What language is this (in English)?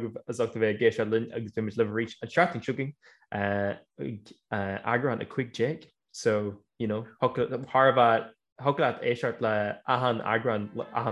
Irish